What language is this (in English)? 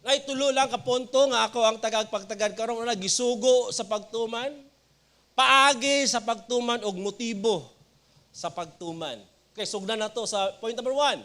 Cebuano